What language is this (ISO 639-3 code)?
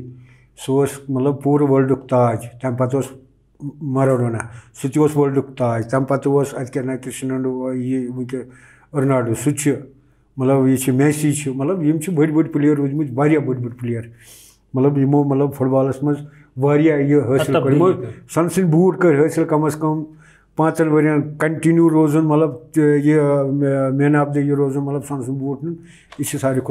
kas